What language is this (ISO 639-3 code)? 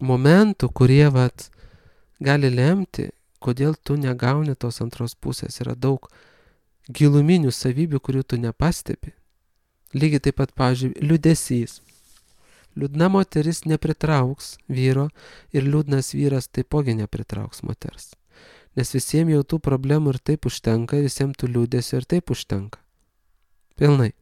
lit